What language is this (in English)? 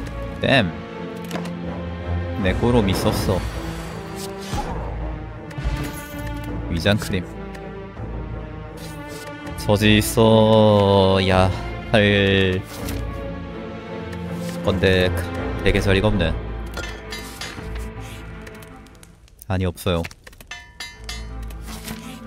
Korean